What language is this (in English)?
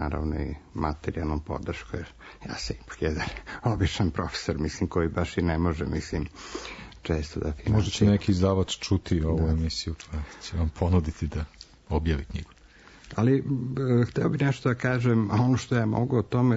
Serbian